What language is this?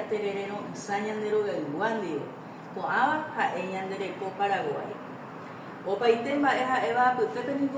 Guarani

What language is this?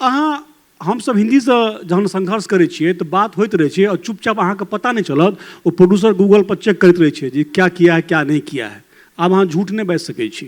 Maithili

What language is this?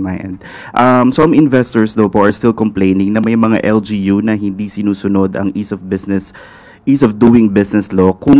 Filipino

